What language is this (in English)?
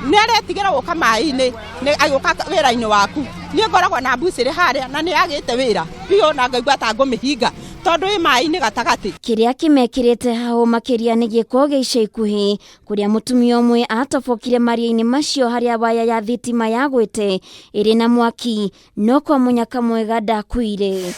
Kikuyu